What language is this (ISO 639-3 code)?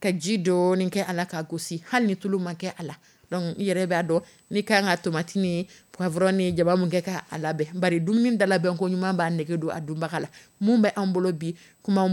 dyu